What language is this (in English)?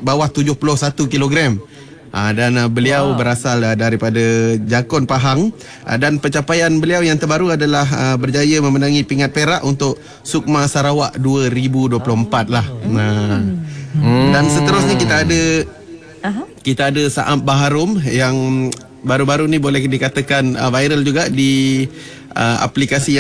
Malay